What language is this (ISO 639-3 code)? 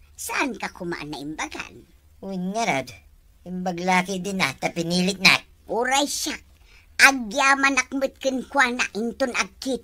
ilo